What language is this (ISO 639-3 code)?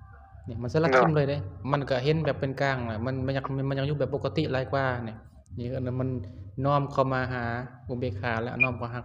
lao